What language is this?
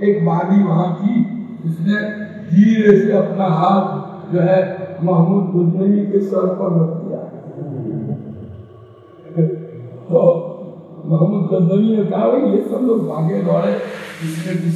Urdu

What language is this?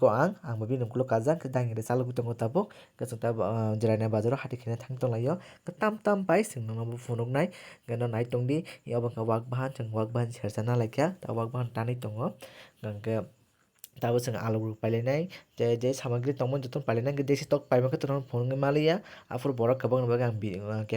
Kok Borok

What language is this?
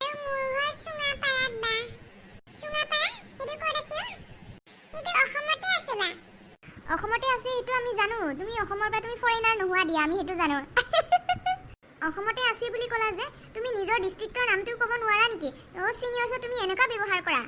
Assamese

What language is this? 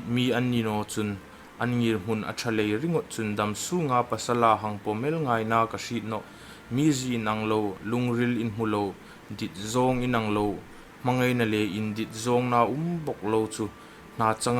Hmar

